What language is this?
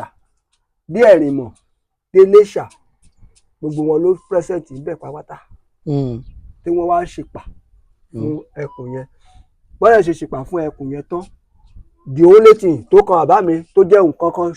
Yoruba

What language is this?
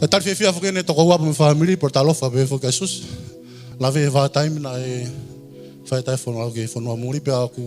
Tongan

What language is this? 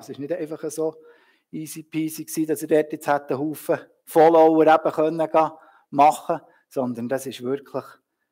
Swiss German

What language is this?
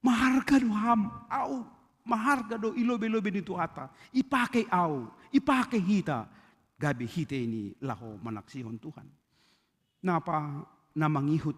Batak Simalungun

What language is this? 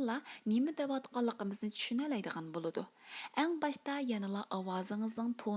Uyghur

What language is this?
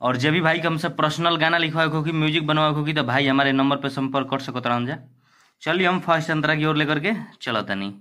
Bhojpuri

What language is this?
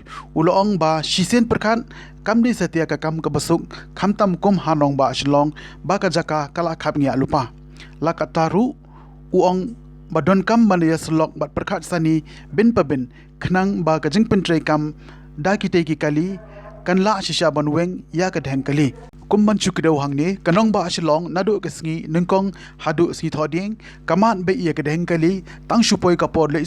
Khasi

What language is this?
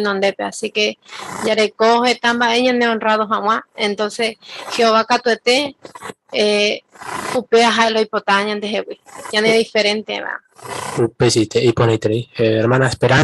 Guarani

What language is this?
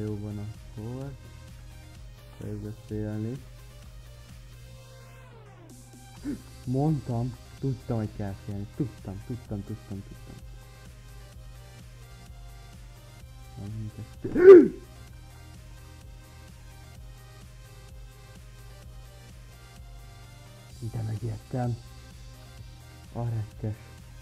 Hungarian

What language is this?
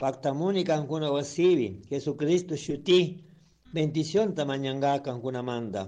Chimborazo Highland Quichua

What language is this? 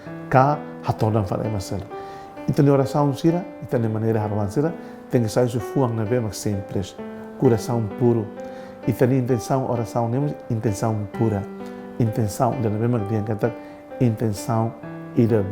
Tetum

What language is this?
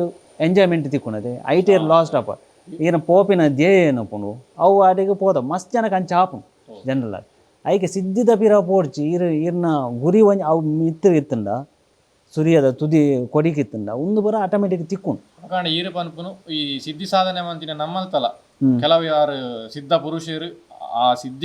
Tulu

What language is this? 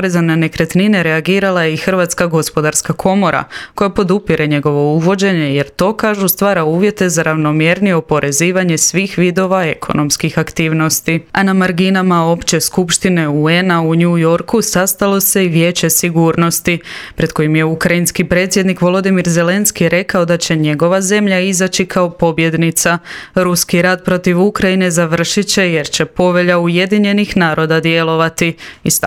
Croatian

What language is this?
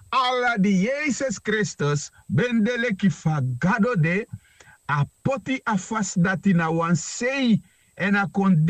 Sranan Tongo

